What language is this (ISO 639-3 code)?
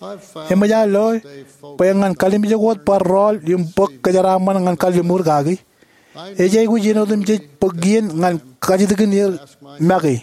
mah